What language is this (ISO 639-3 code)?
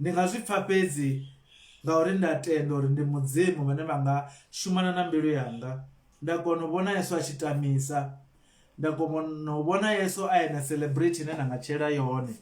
ven